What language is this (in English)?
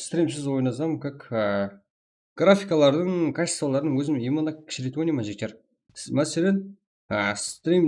Kara-Kalpak